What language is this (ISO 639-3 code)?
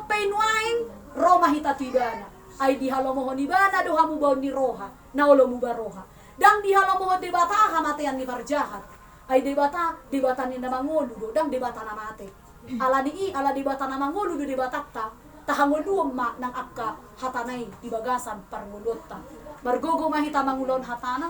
bbc